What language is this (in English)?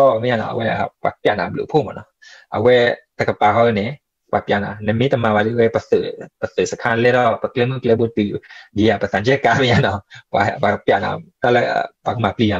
S'gaw Karen